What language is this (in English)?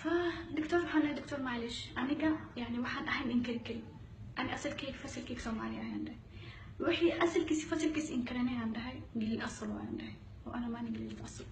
Somali